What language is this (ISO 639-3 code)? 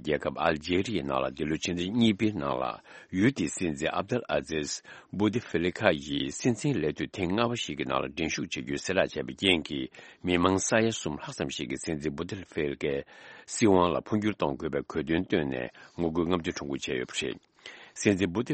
bod